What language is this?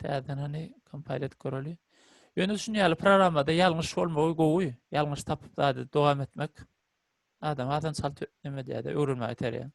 Turkmen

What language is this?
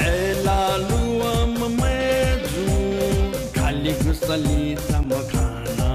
Newari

